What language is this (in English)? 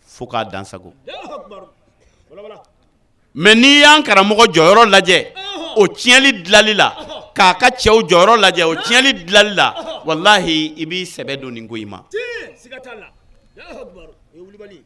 Bambara